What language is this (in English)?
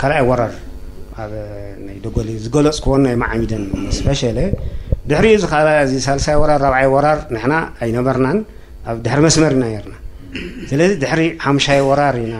Tigrinya